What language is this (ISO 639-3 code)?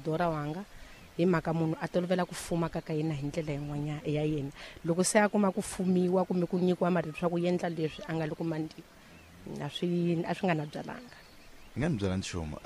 tso